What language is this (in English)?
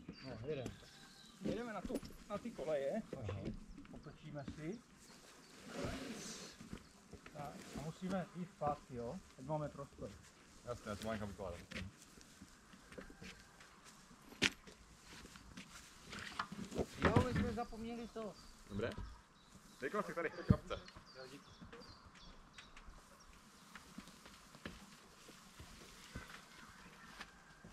Czech